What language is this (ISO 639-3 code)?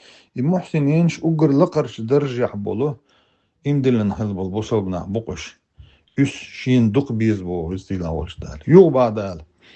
che